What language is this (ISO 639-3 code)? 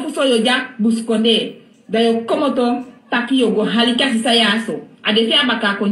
srn